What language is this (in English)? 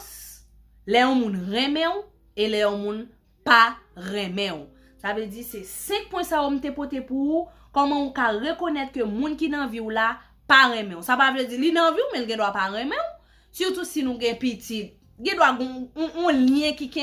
Haitian Creole